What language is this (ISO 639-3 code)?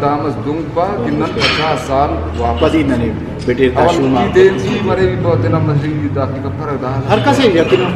brh